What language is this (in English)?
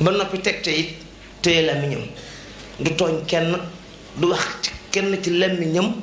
Wolof